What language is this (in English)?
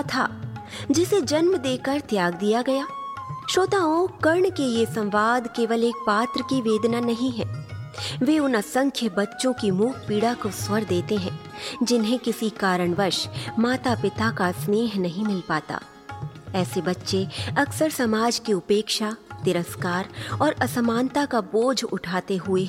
Hindi